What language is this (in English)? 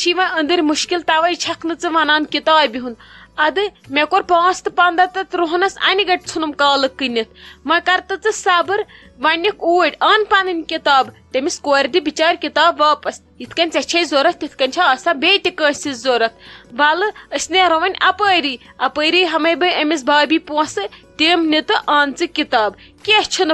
Kashmiri